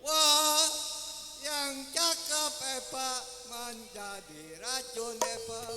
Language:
Betawi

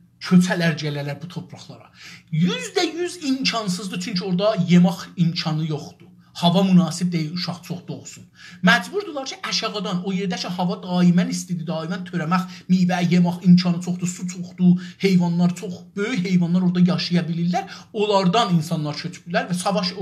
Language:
South Azerbaijani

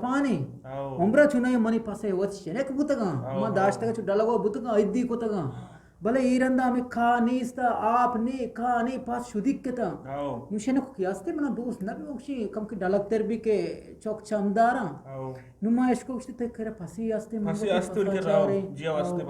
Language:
Eastern Balochi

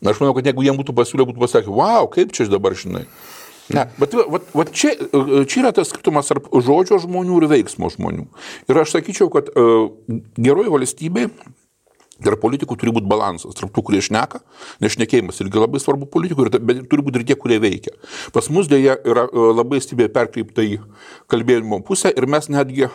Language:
Lithuanian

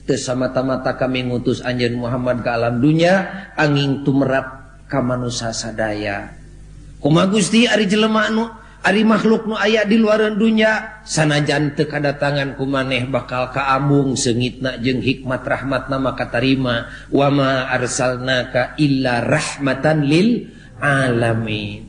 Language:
Sundanese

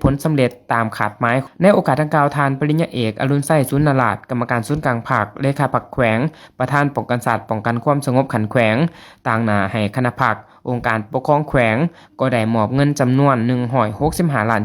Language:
Lao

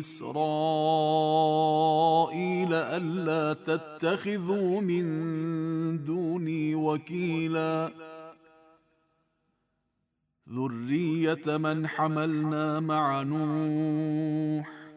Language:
Arabic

